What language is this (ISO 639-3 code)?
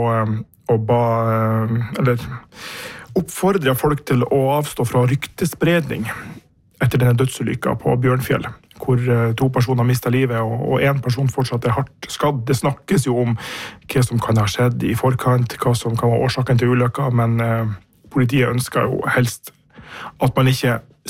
nor